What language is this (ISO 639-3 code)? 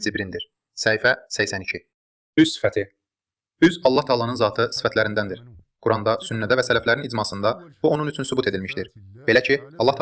aze